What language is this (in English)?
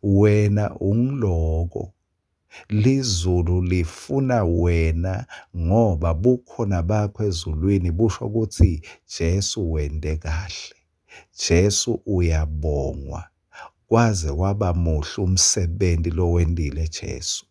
Swati